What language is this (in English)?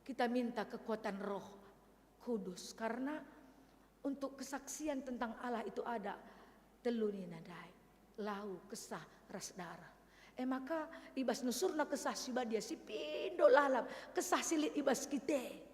Batak Karo